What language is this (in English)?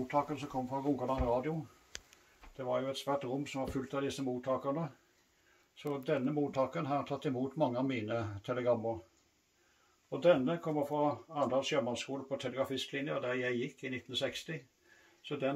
Norwegian